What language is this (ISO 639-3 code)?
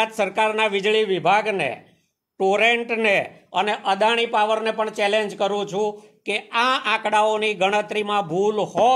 guj